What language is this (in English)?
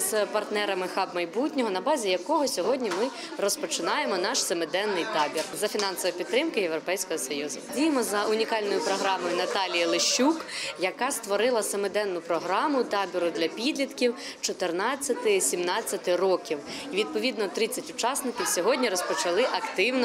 Ukrainian